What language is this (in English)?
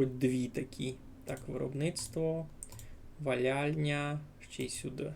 Rusyn